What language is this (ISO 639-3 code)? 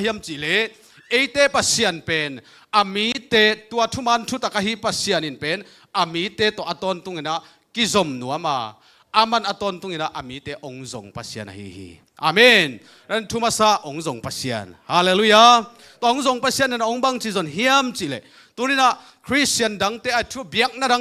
ctd